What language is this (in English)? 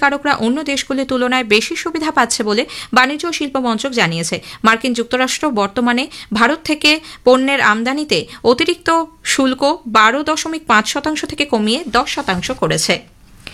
Bangla